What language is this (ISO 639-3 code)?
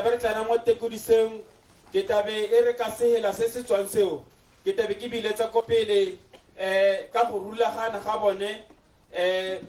tsn